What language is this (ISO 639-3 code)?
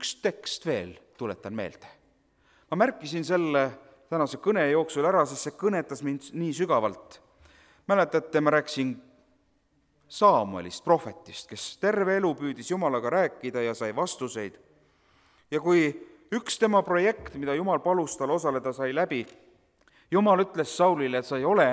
est